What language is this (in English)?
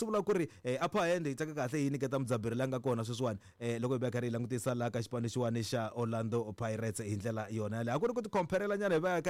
Tsonga